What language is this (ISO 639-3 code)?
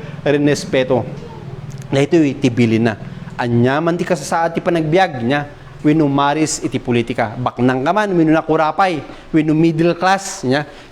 ilo